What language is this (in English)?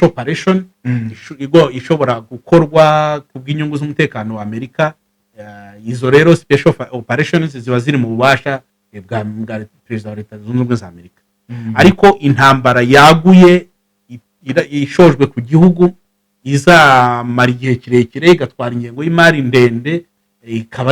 Kinyarwanda